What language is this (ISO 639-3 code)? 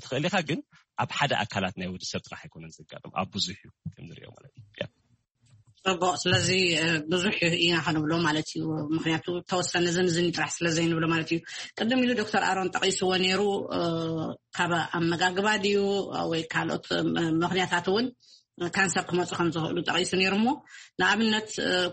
tir